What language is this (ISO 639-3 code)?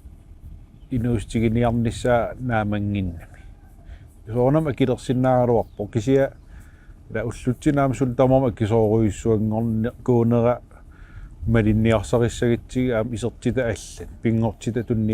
kal